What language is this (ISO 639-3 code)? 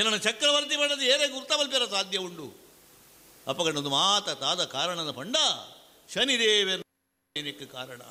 tcy